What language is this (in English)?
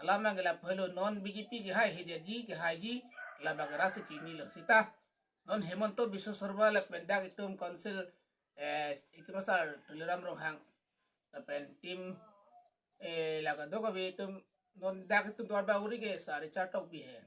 Karbi